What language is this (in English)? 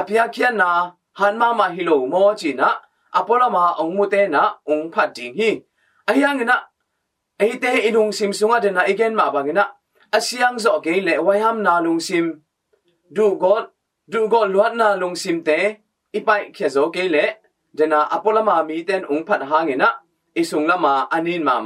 Tedim Chin